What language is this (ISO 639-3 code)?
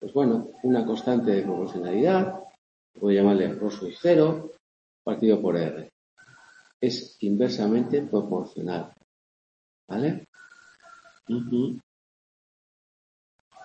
spa